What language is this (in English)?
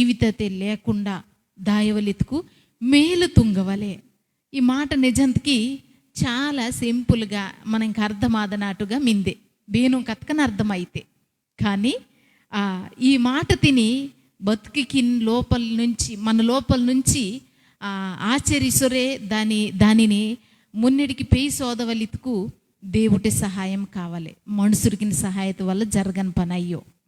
Koya